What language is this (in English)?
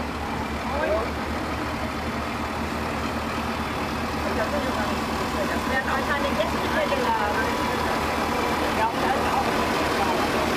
German